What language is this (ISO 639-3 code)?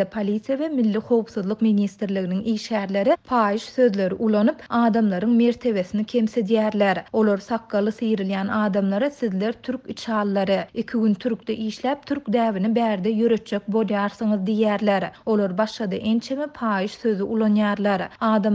tuk